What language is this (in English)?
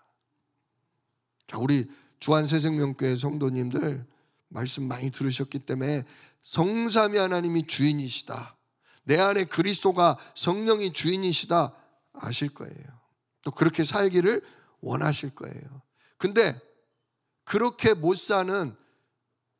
Korean